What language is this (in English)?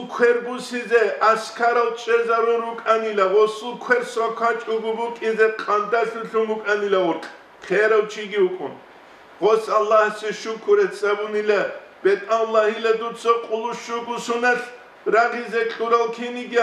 Avaric